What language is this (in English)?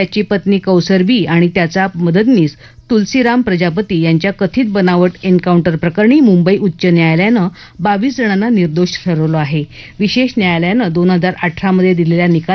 Marathi